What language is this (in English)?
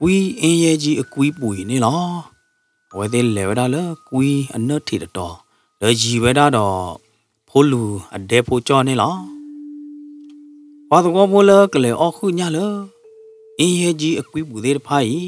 S'gaw Karen